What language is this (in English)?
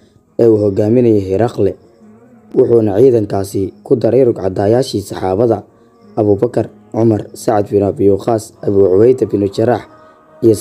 Somali